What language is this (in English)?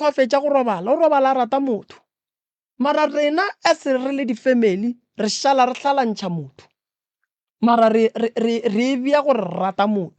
Northern Sotho